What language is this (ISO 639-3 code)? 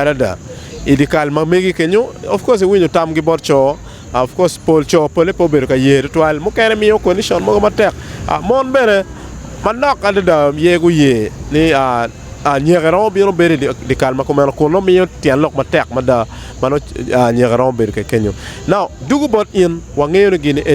ach